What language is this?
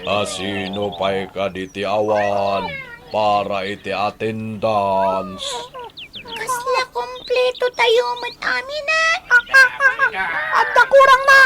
Iloko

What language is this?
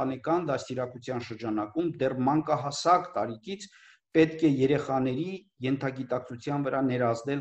Armenian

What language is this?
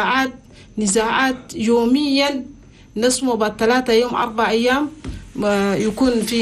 Chadian Arabic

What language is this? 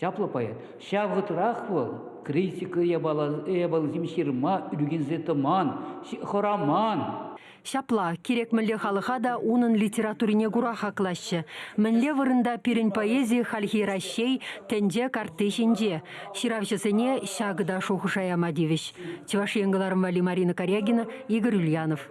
Chuvash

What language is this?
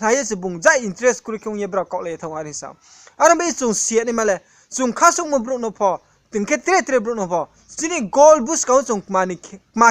Riang (India)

